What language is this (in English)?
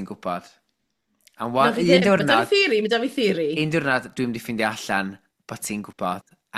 Welsh